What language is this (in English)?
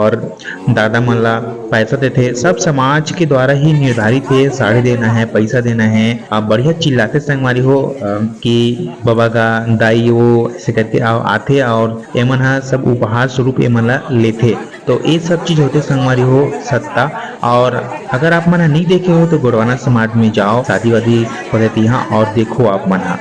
Chhattisgarhi